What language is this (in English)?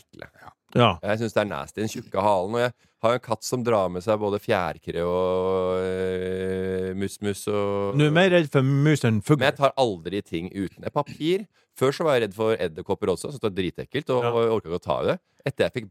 Norwegian